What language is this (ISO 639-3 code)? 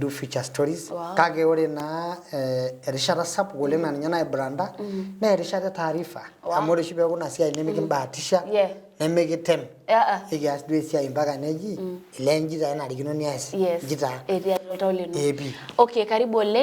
mas